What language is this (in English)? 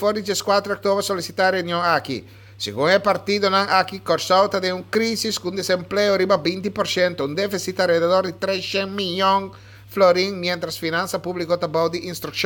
Papiamento